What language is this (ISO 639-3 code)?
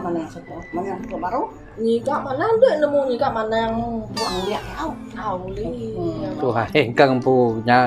iba